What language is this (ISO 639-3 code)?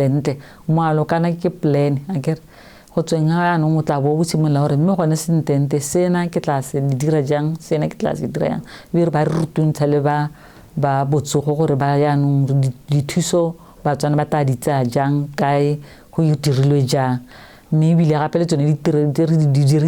tsn